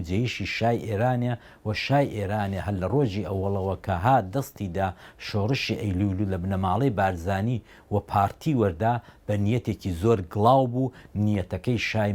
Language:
Central Kurdish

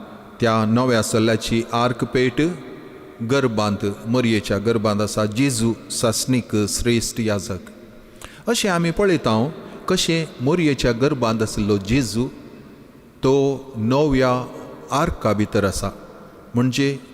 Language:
Konkani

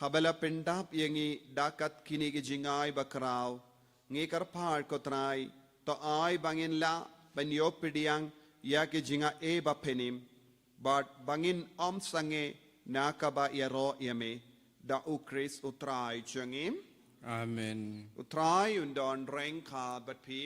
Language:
Khasi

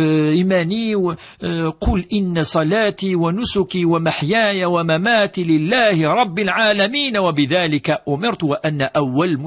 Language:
Kabyle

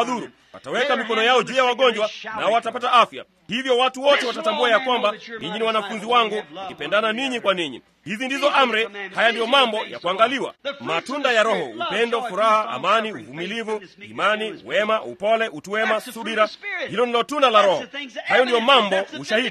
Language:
Swahili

